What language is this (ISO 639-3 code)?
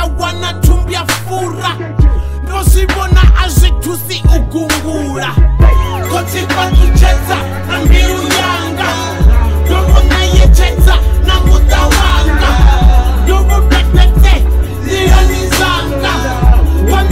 swa